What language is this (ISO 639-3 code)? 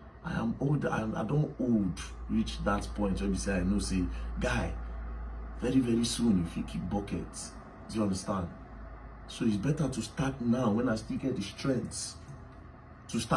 pcm